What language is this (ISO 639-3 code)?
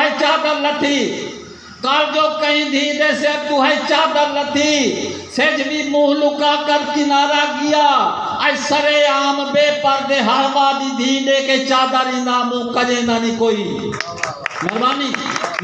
skr